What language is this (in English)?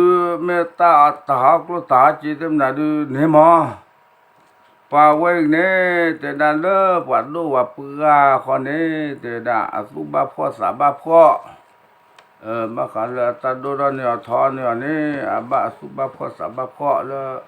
S'gaw Karen